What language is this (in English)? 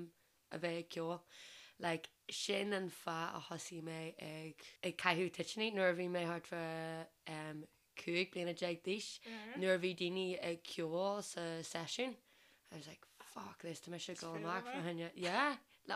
Irish